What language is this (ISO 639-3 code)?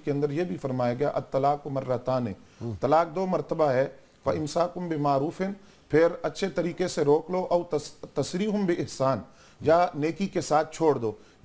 urd